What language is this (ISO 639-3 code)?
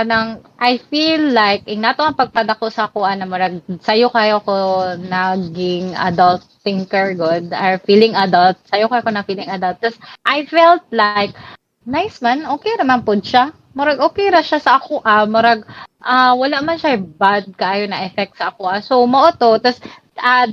ceb